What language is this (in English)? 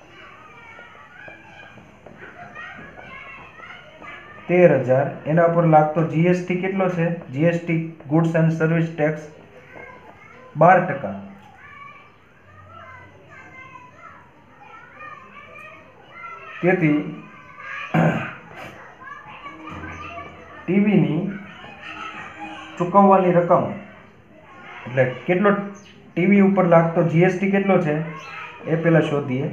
Gujarati